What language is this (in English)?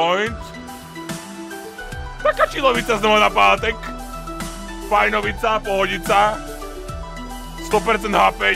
Slovak